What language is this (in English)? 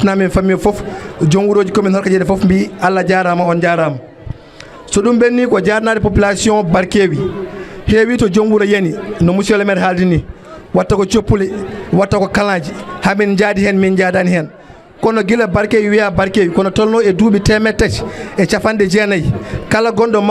Fula